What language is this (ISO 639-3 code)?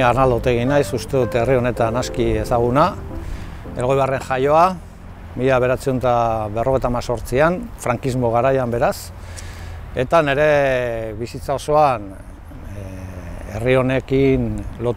eus